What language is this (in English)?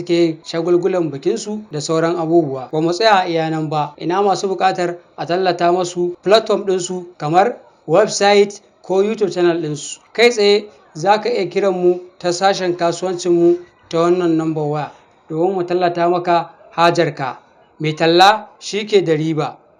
Hausa